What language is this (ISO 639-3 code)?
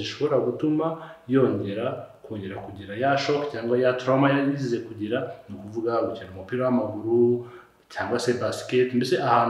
kin